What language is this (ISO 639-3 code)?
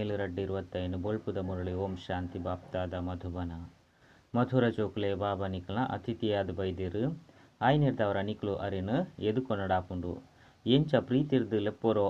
tcy